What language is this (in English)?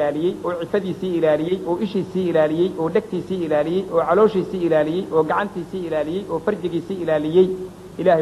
Somali